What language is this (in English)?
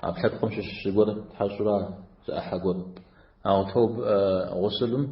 Kabardian